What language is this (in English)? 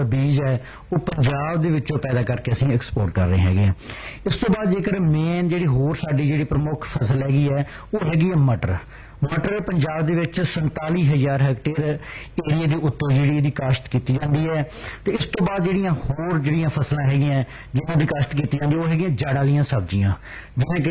Punjabi